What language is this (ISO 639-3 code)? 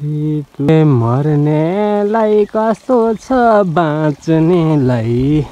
nep